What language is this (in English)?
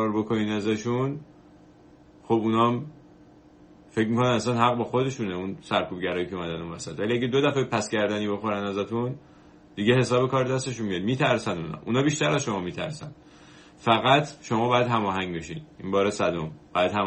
Persian